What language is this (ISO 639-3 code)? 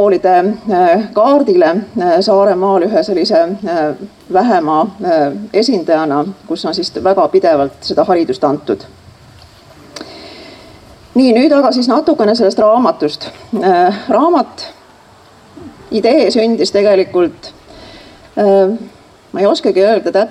est